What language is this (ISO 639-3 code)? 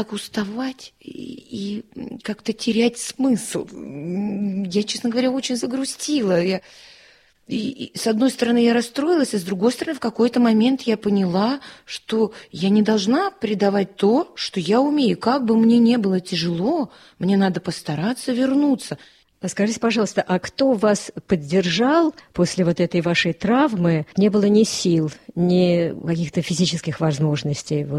rus